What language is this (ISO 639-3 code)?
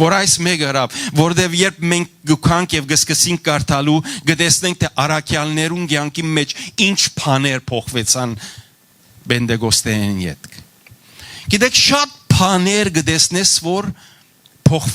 hyw